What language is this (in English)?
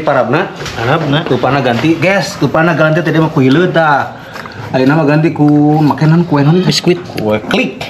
Sundanese